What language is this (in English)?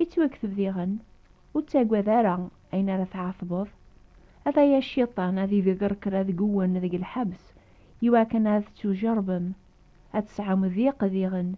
Kabyle